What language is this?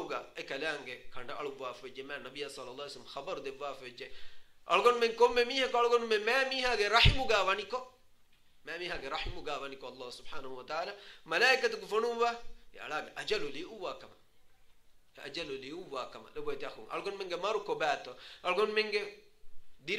Divehi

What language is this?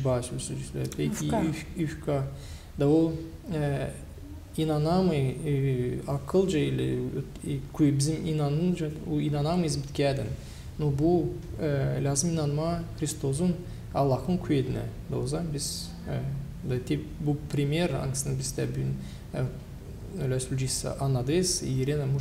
Gagauz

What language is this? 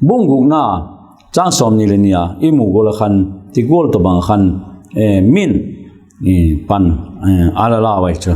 Vaiphei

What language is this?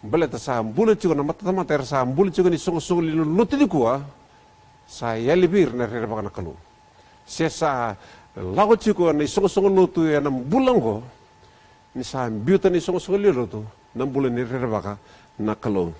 Fijian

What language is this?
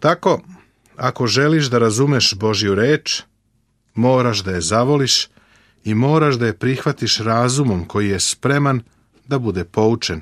Serbian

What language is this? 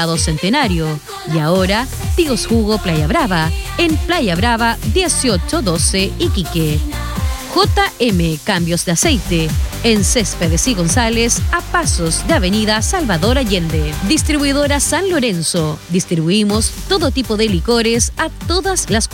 Spanish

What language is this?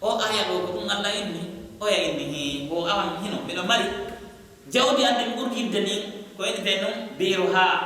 Pular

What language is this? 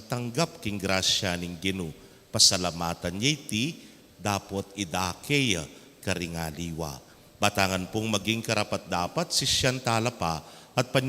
Pampanga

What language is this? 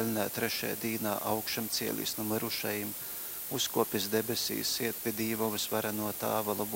Latgalian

